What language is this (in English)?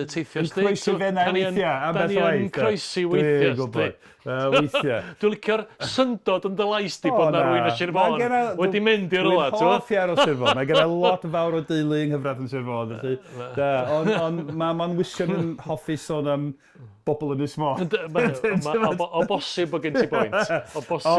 Welsh